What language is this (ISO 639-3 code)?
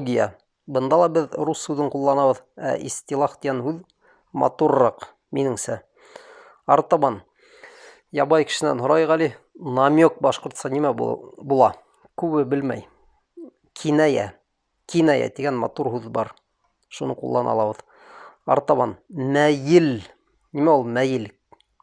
bak